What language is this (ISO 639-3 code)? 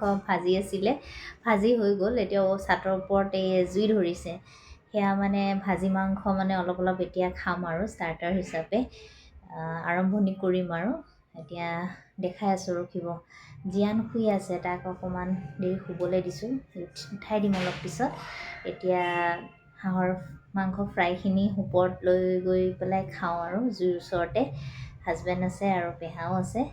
asm